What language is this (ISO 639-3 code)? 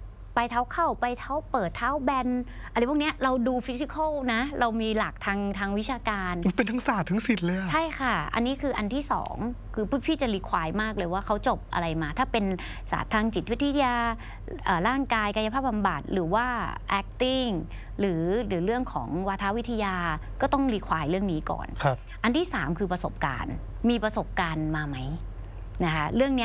tha